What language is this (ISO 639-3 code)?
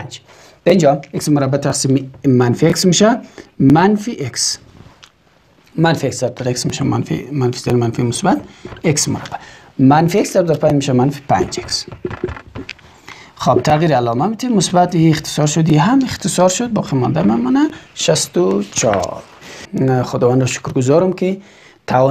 fas